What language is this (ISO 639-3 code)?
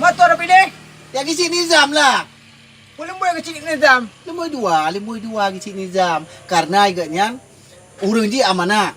ace